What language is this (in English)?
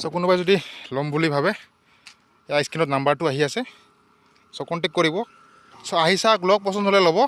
Assamese